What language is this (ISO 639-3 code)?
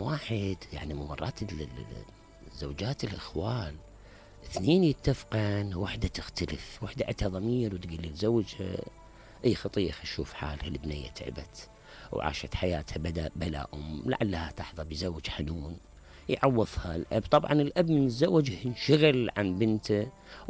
acm